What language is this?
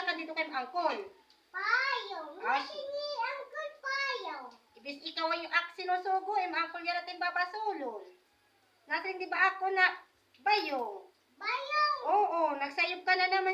Waray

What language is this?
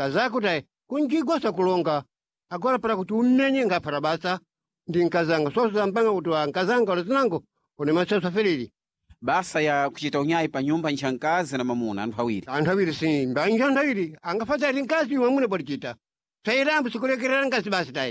Sena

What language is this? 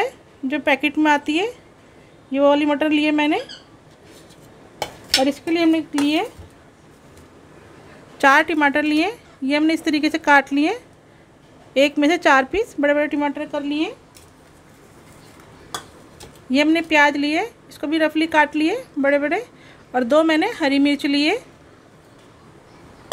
Hindi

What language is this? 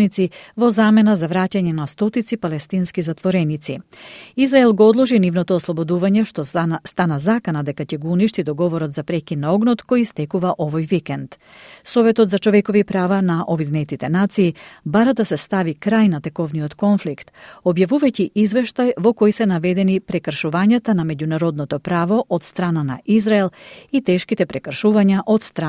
Macedonian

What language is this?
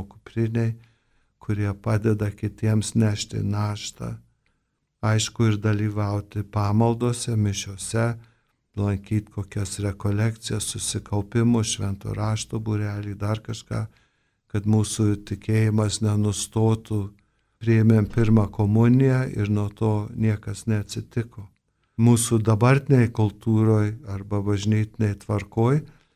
Lithuanian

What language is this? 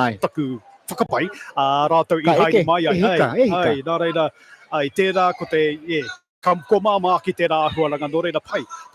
Māori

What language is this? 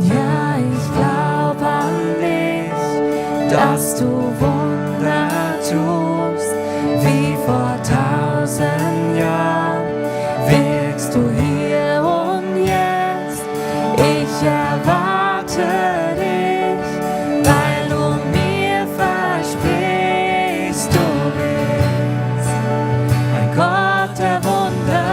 Swiss German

